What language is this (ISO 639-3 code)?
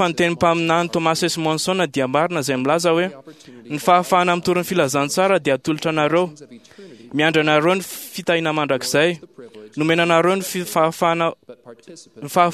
mlg